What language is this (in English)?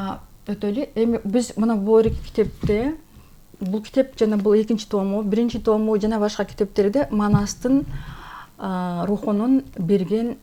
Kyrgyz